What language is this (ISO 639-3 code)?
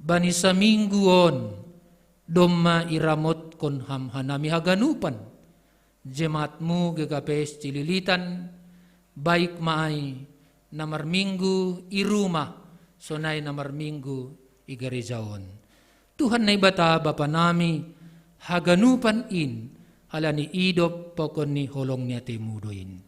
bts